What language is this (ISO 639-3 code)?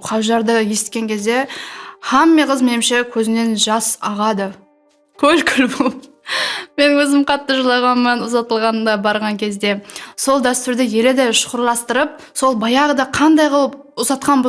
kaa